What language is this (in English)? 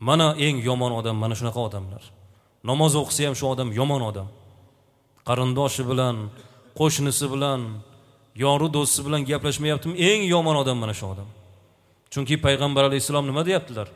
Uzbek